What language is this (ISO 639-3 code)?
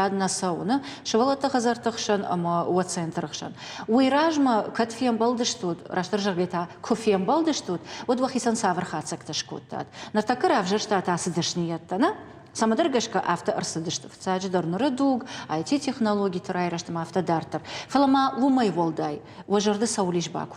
oss